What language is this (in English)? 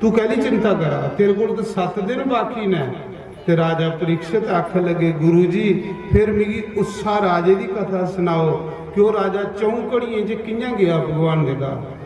Dogri